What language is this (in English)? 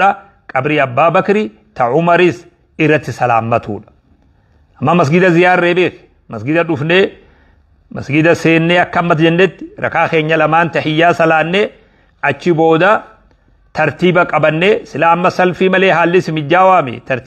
Oromo